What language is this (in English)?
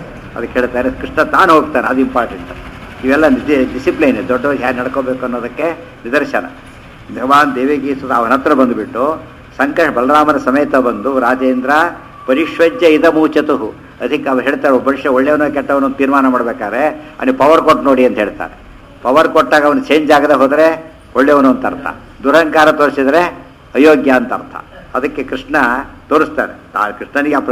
Kannada